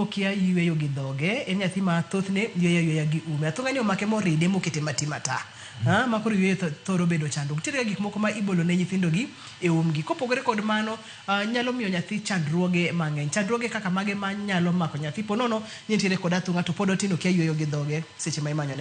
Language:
Luo (Kenya and Tanzania)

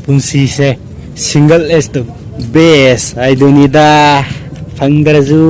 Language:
Manipuri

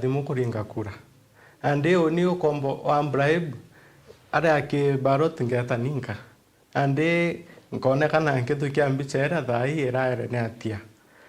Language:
Meru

